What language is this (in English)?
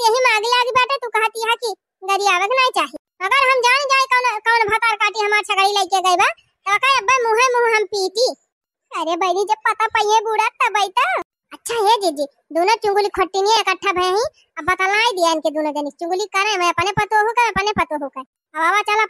Awadhi